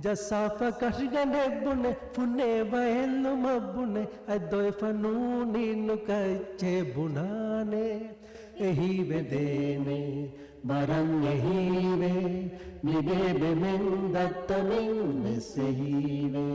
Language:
Divehi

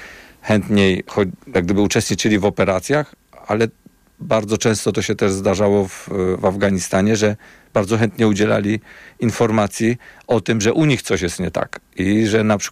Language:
Polish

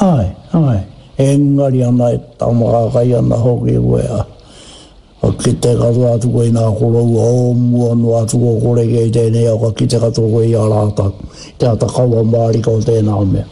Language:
Māori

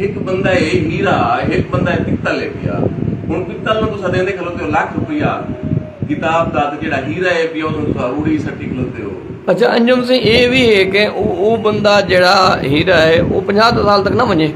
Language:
Saraiki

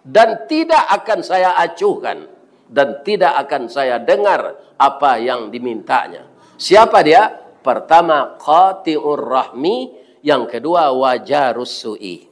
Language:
Minangkabau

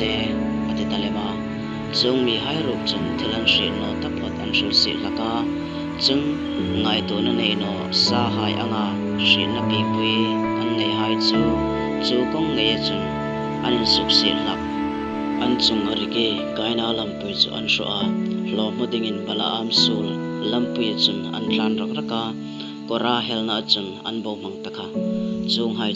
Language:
Hmar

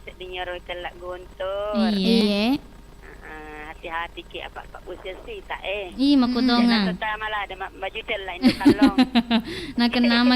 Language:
Buginese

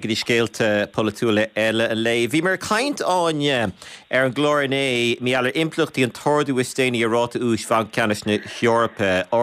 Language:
Irish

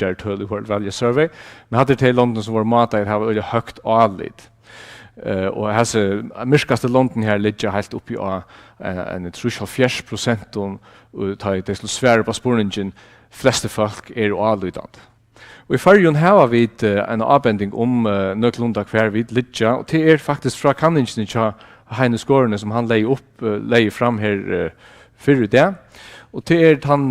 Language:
Faroese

